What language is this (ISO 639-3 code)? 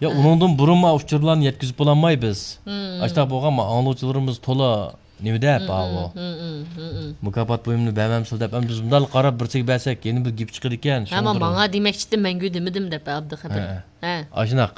uig